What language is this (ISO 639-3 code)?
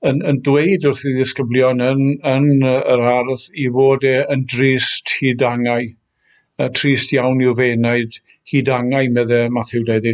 cym